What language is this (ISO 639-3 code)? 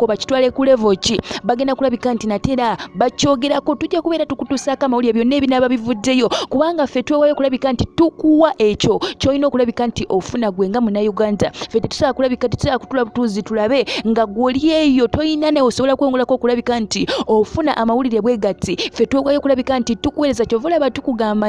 lug